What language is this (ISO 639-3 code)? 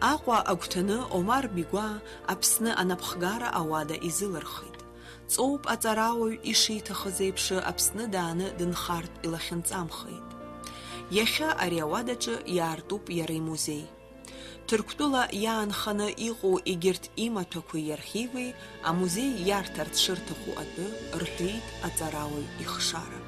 abk